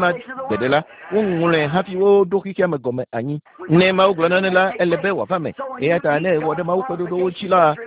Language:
Ewe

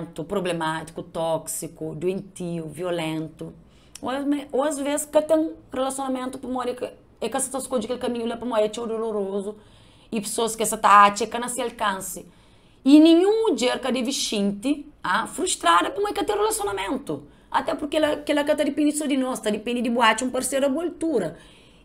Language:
Kabuverdianu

